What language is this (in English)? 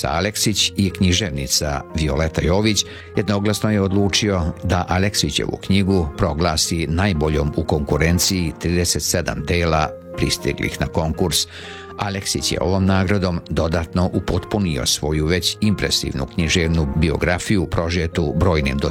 Serbian